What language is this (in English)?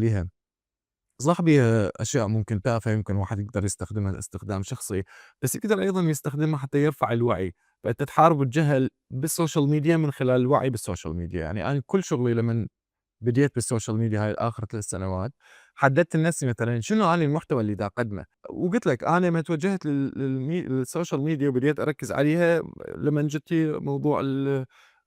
Mesopotamian Arabic